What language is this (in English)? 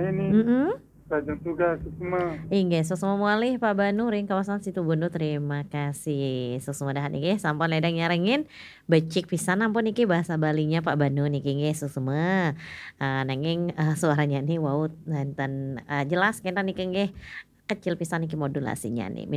Balinese